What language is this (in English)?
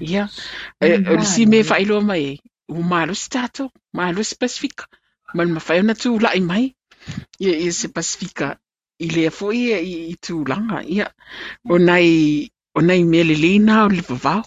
Samoan